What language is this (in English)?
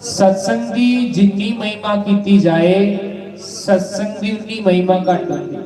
Dogri